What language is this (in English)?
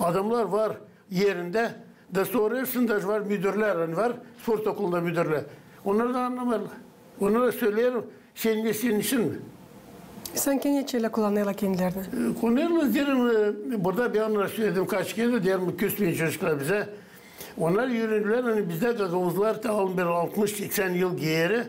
Gagauz